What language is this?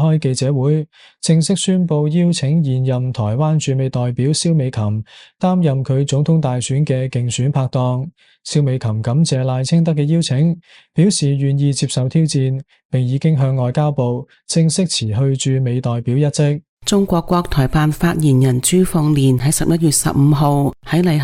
Cantonese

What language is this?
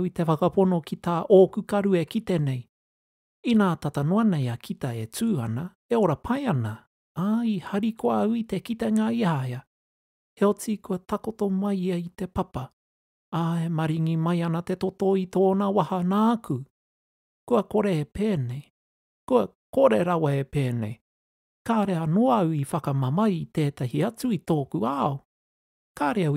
Māori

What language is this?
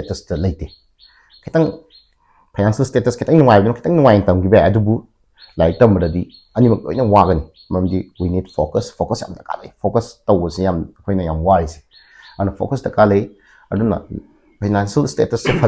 Manipuri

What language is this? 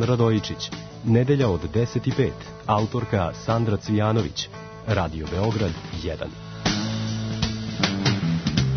Serbian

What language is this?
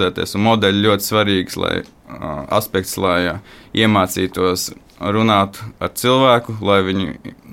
Latvian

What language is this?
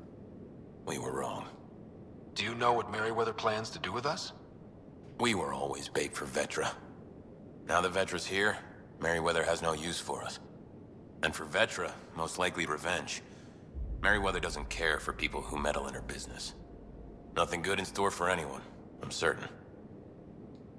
English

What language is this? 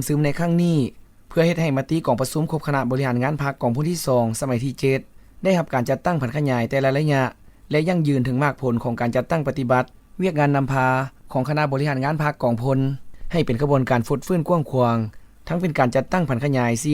Lao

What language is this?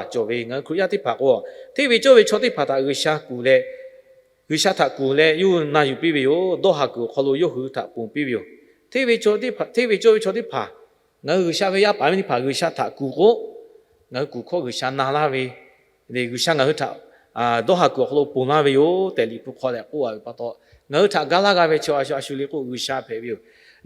Lahu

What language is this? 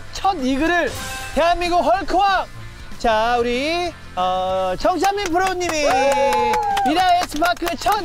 Korean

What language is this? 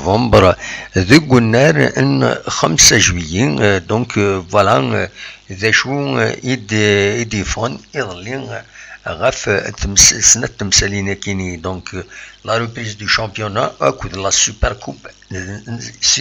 Kabyle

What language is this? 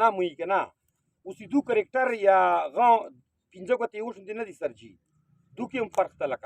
Pashto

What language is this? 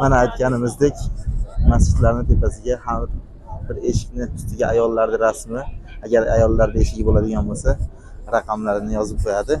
Uzbek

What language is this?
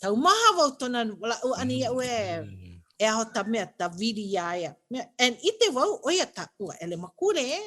Hawaiian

